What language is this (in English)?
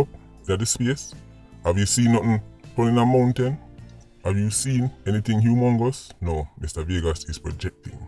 Jamaican Creole English